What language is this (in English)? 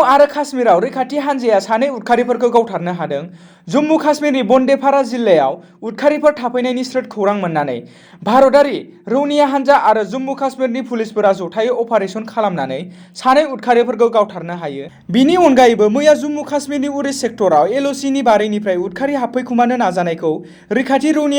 Bodo